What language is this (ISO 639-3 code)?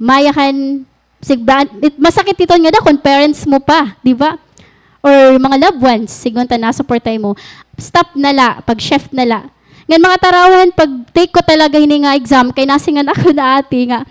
war